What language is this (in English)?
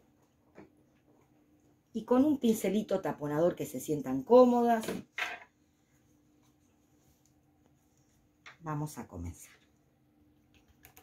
Spanish